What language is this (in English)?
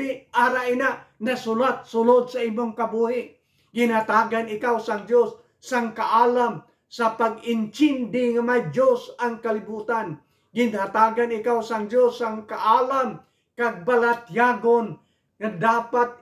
Hiligaynon